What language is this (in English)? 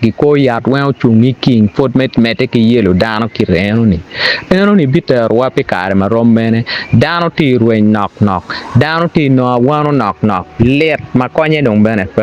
Acoli